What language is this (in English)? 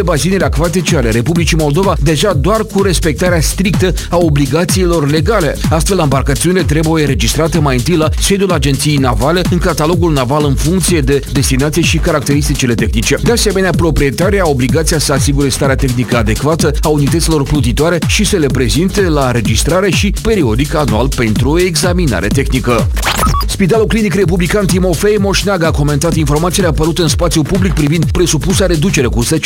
Romanian